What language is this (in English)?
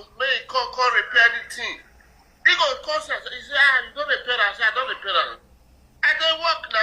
Nigerian Pidgin